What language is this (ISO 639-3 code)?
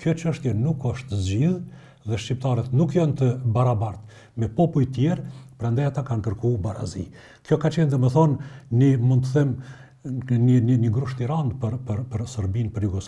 sqi